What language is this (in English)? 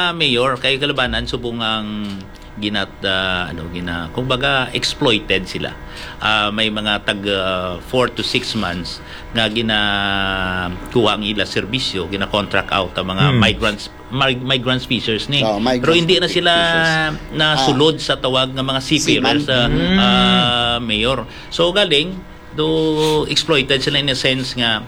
Hiligaynon